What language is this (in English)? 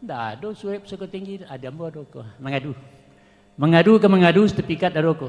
Minangkabau